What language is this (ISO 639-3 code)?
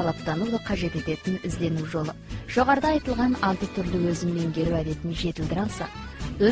kaz